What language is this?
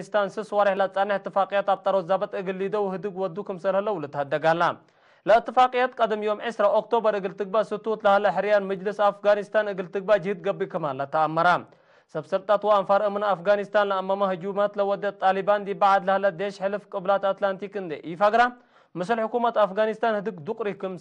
Tigre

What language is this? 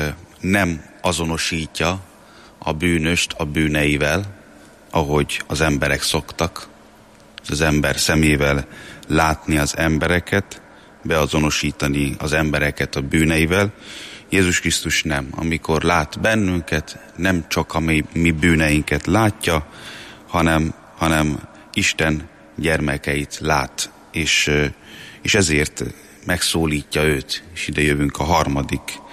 Hungarian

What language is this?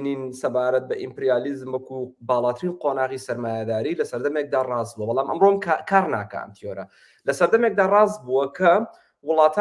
Central Kurdish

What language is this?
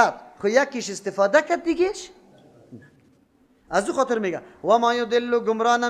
Persian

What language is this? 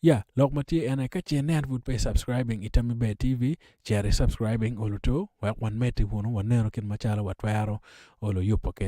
Acoli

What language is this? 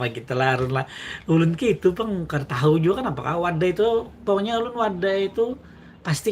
Banjar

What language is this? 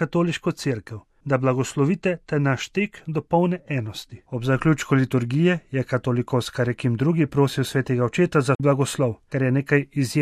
Slovenian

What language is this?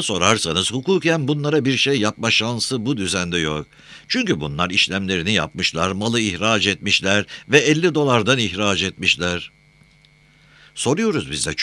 Turkish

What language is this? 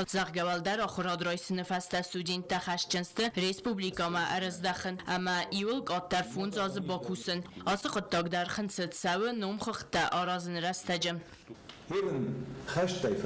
Ossetic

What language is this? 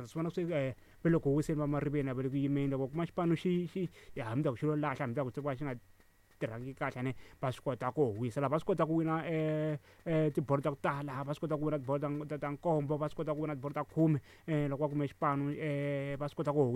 Tsonga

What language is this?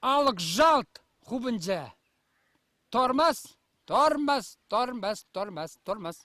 Chuvash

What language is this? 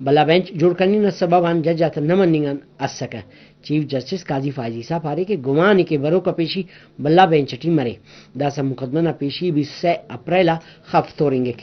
Brahui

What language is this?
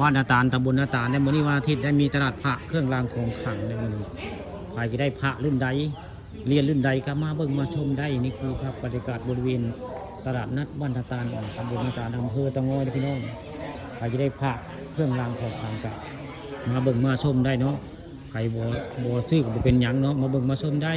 Northeastern Thai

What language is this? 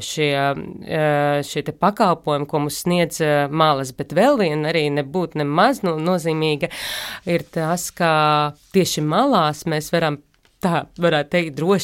Latvian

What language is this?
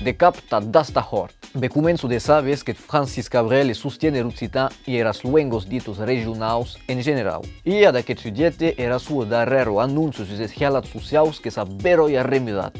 Occitan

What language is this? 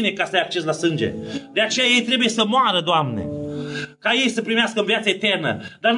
Romanian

